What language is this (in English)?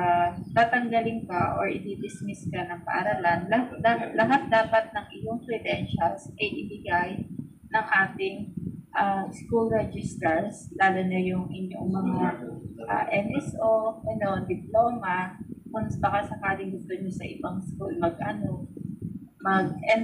Filipino